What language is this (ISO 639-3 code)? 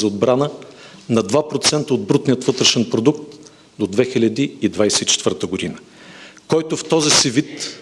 bul